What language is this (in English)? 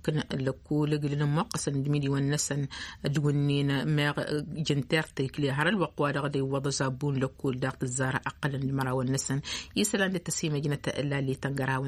Tamasheq